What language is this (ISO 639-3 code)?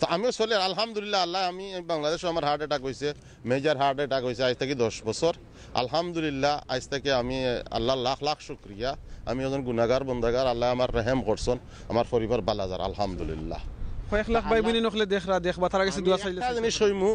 syl